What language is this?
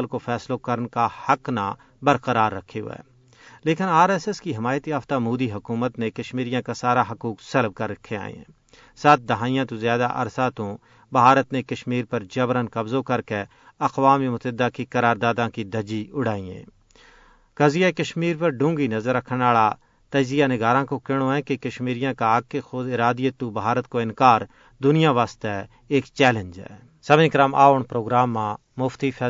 Gujari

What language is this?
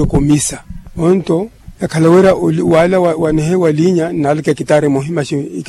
Makhuwa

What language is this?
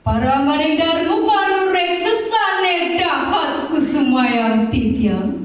Balinese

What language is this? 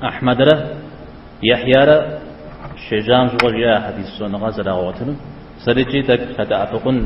Kabardian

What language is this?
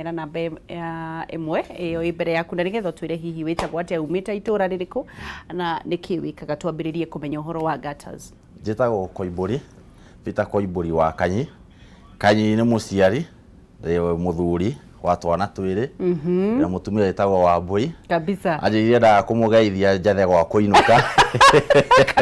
Kikuyu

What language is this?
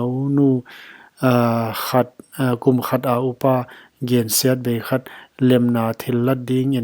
Paite Chin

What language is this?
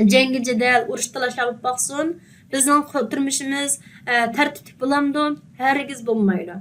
Uyghur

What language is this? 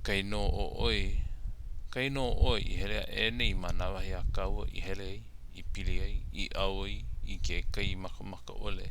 Hawaiian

